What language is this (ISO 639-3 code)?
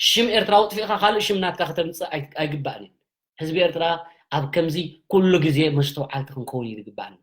tir